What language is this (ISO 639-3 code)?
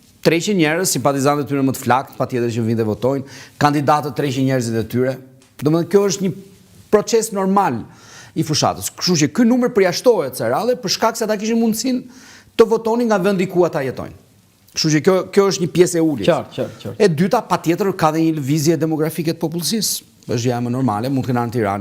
sqi